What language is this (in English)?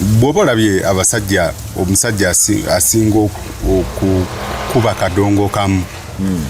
Ganda